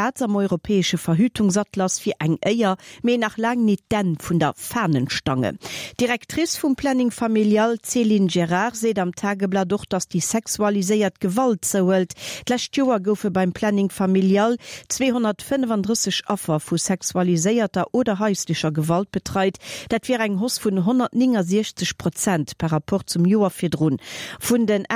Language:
Luxembourgish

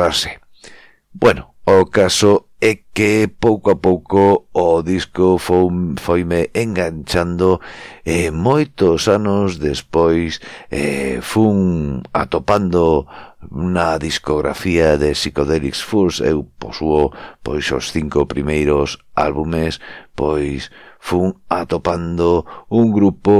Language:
Galician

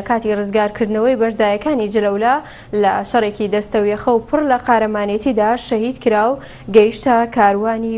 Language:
Central Kurdish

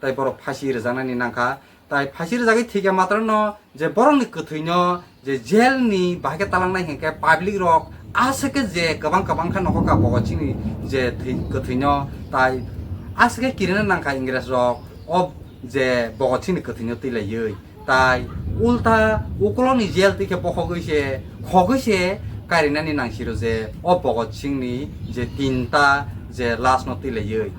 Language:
Kok Borok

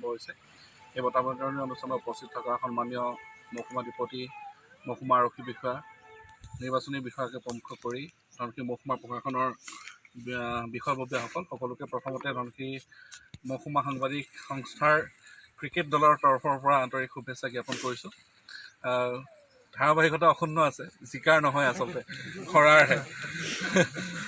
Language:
Assamese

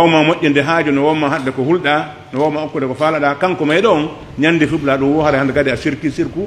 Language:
Pular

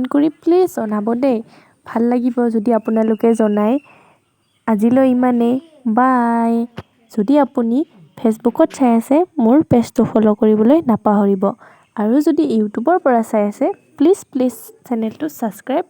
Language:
Assamese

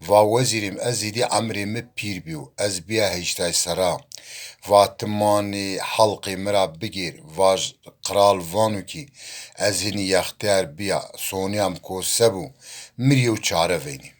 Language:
Zaza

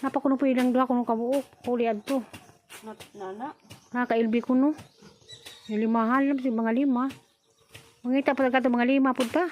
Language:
Cebuano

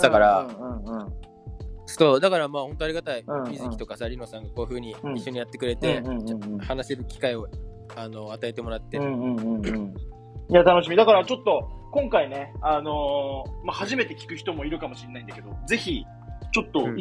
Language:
Japanese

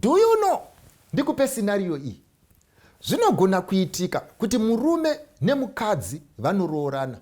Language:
Shona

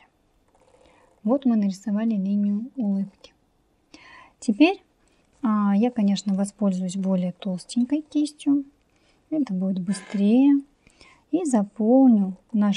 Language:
Russian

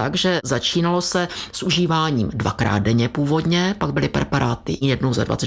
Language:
Czech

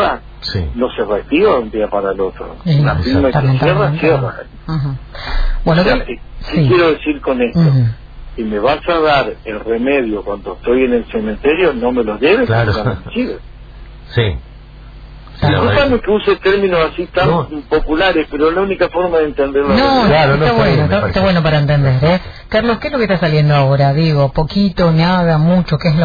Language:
Spanish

